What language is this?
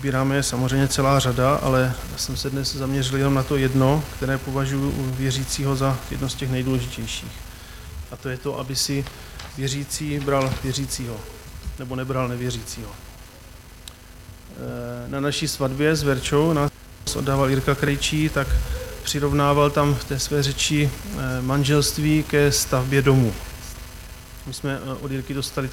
Czech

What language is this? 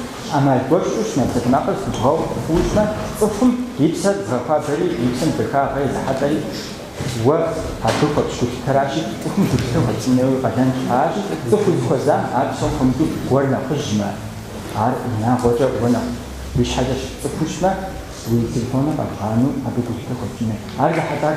Kabardian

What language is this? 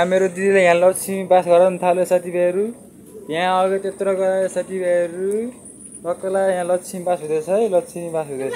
Nepali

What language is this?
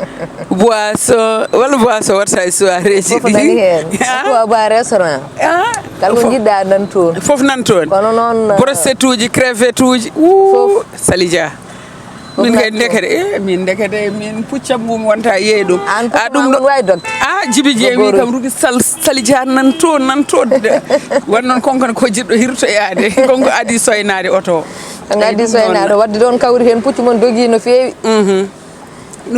Fula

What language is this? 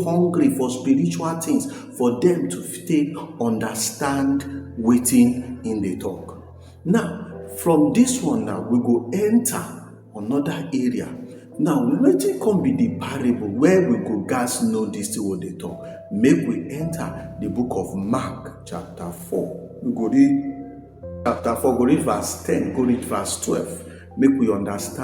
Nigerian Pidgin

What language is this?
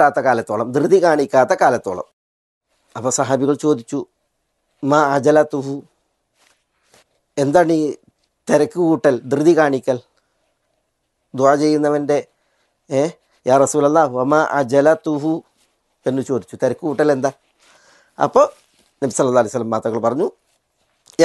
Malayalam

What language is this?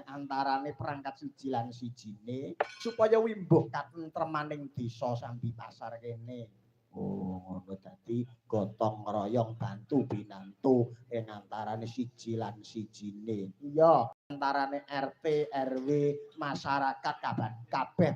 Javanese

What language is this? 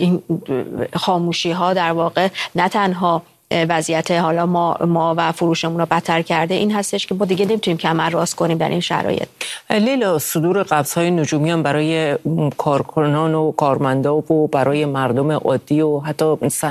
Persian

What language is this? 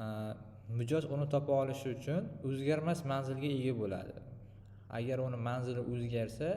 Uzbek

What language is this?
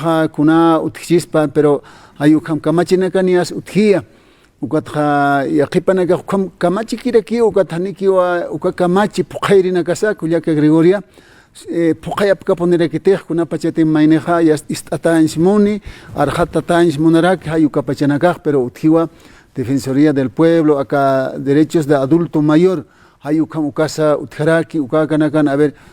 Aymara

